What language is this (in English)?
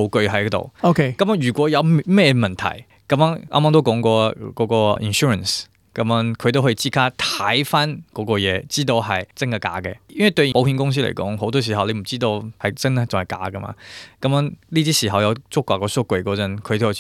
Cantonese